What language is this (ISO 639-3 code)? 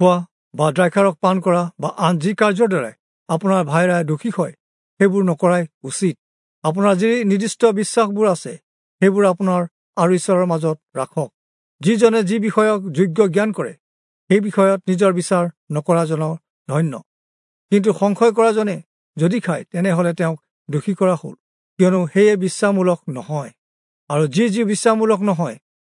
asm